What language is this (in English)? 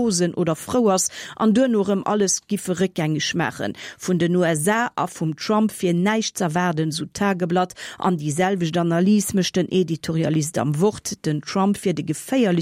Luxembourgish